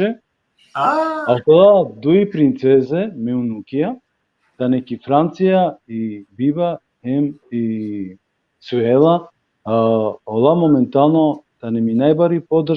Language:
Balkan Romani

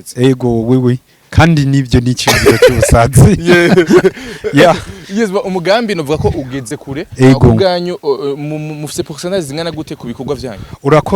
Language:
Rundi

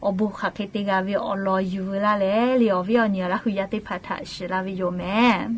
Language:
Lahu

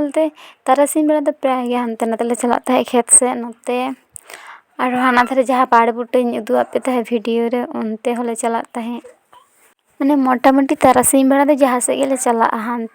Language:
Santali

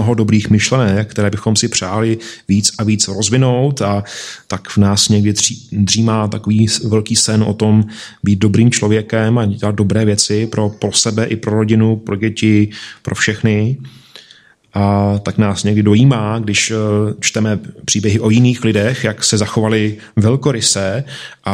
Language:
Czech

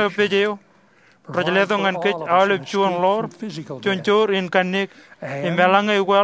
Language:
Marshallese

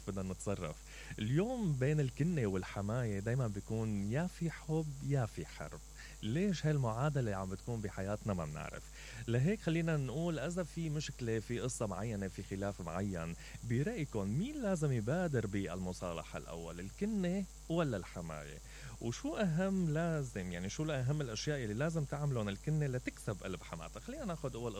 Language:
Mesopotamian Arabic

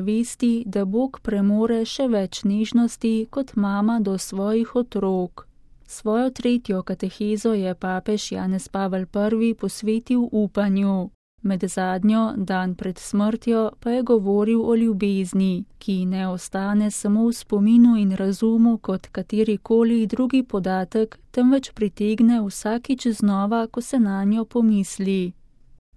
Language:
Slovenian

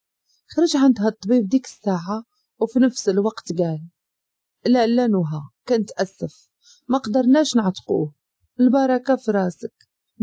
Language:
Moroccan Arabic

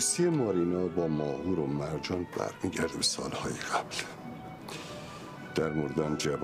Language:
Persian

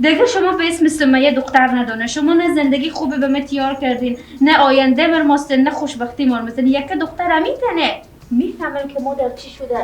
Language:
Persian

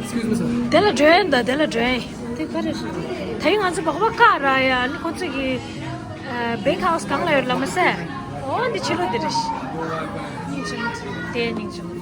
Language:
Tibetan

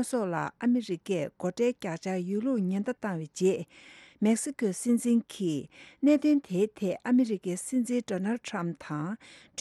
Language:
Tibetan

